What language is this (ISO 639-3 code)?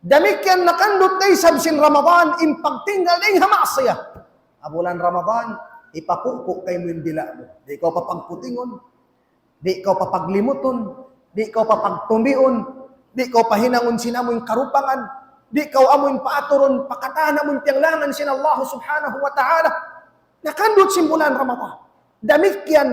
tsg